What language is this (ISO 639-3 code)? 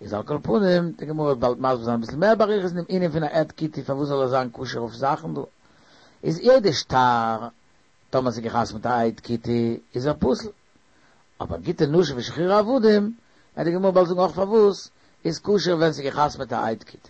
yid